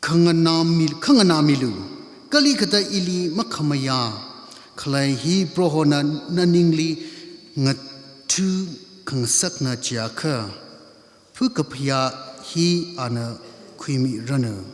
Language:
Tangkhul Naga (India)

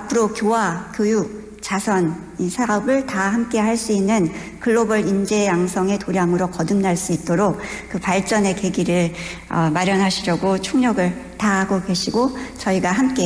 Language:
Korean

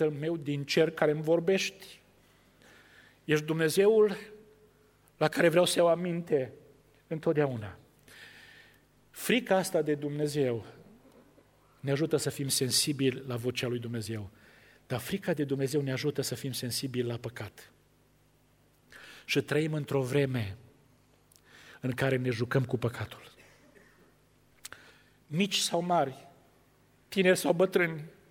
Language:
Romanian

